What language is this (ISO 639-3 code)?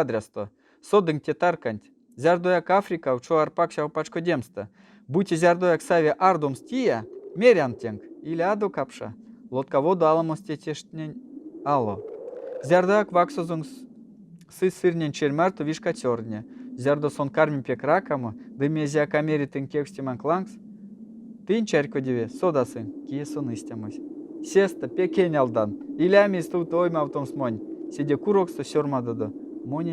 myv